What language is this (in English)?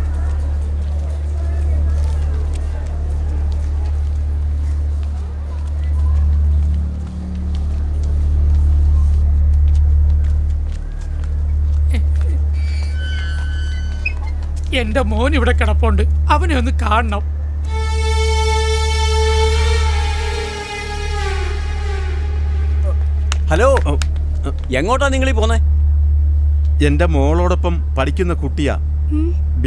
Malayalam